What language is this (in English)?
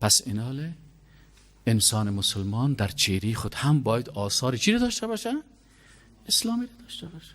Persian